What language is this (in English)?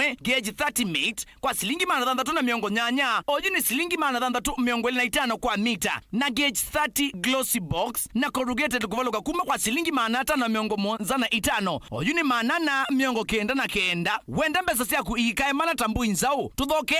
Kamba